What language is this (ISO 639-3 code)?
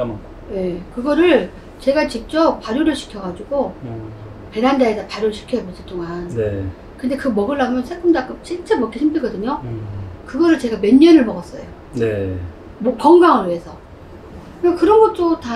kor